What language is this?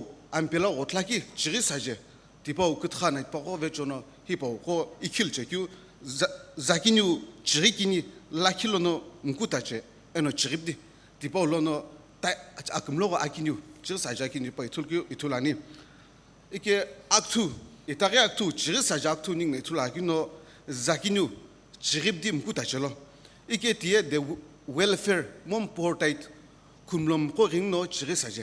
Sumi Naga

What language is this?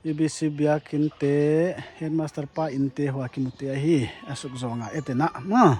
Paite Chin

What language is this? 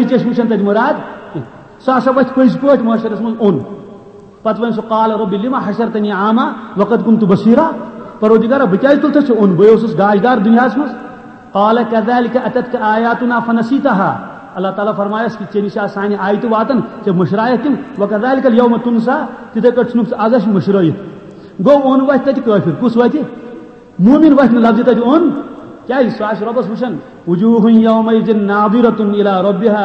Kashmiri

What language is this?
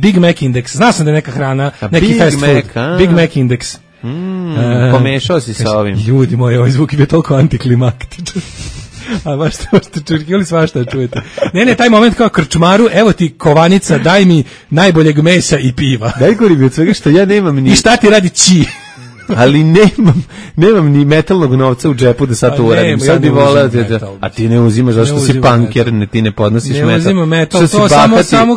Serbian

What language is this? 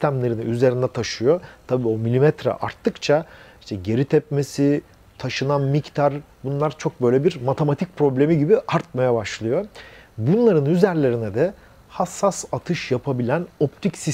Turkish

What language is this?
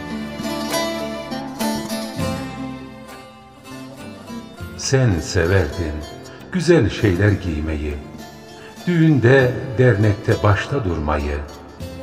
Turkish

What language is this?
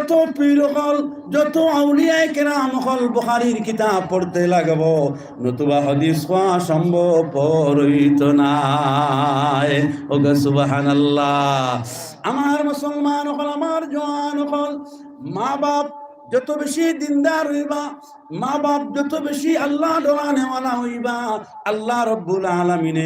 Sylheti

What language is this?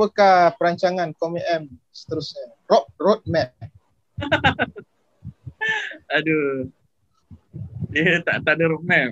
Malay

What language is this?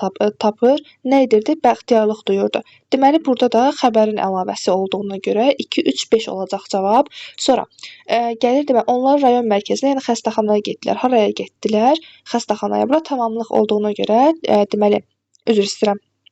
Azerbaijani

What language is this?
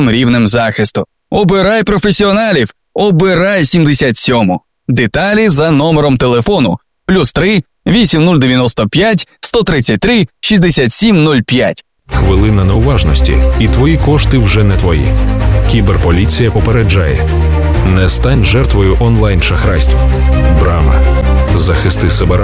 Ukrainian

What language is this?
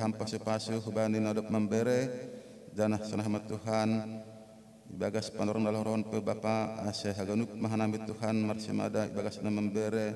Batak Simalungun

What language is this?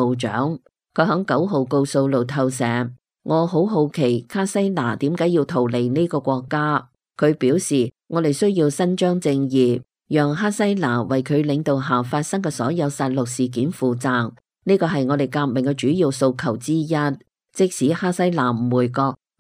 Cantonese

